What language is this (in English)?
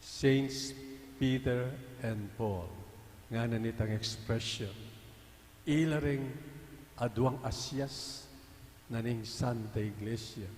Pampanga